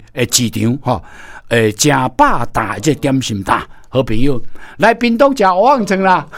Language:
Min Nan Chinese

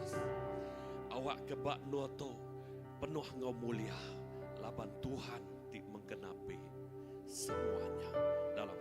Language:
Iban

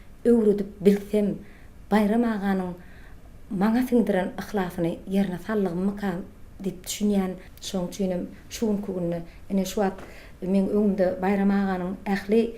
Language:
Turkmen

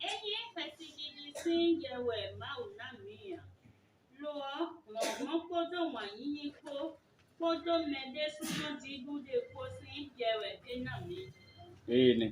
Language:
Fon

